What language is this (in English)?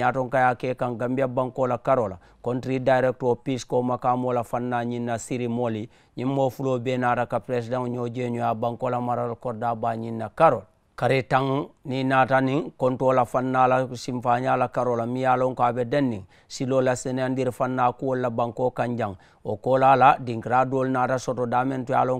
Mandingo